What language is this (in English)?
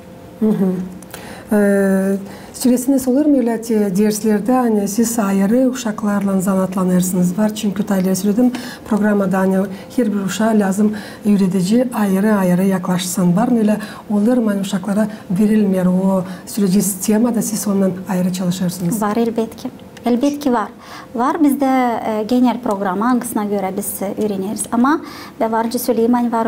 Gagauz